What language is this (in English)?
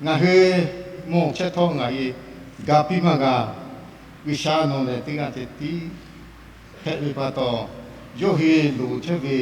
Lahu